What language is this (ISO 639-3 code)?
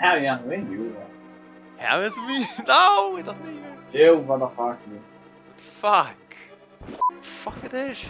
fao